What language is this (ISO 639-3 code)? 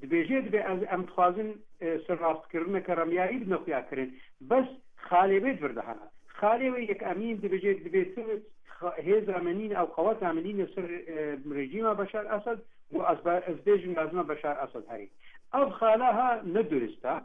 kur